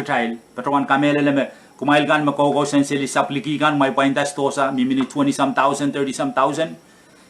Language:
Pohnpeian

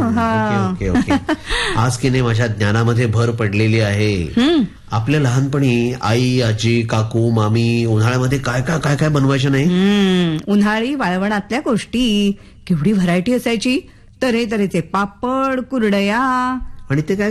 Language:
Marathi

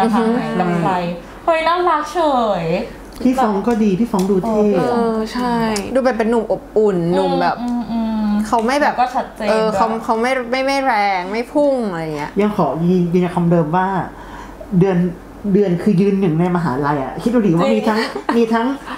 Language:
Thai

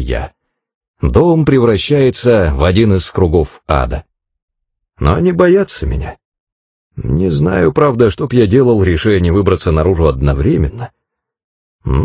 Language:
Russian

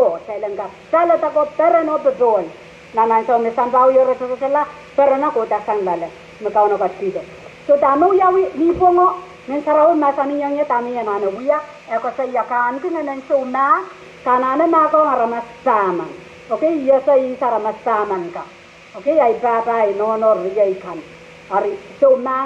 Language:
Pohnpeian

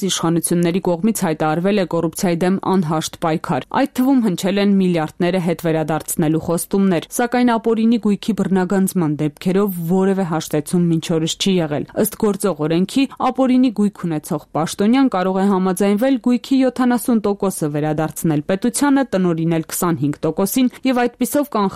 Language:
Armenian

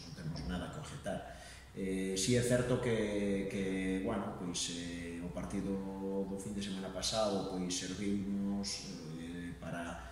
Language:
Galician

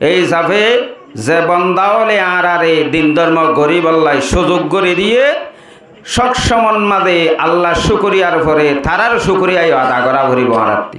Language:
Rohingya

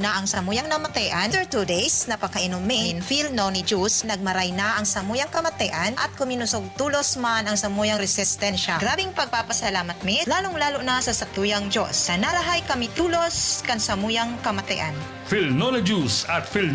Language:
Bikol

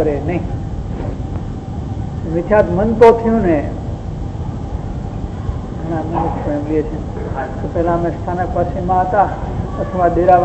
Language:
Gujarati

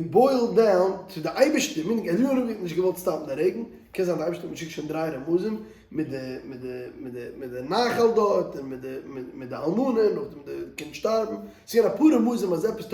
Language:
Yiddish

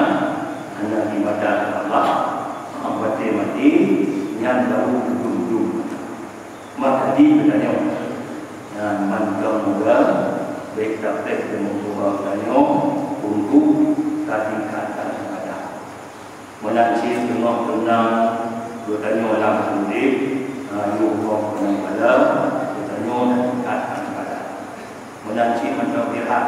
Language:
Achinese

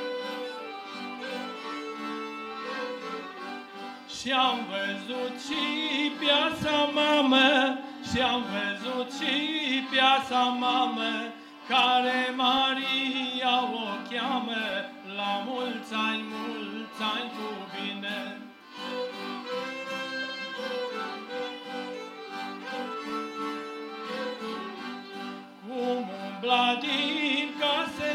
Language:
Romanian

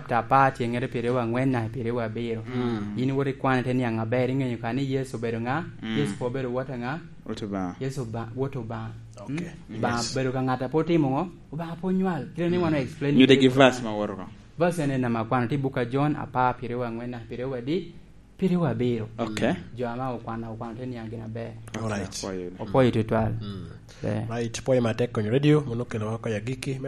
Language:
Lango (Uganda)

